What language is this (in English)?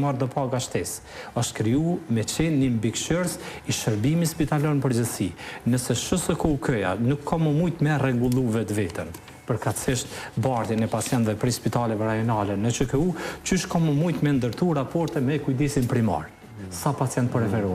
Albanian